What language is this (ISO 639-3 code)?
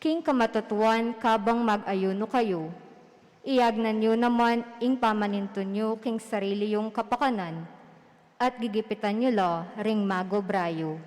pam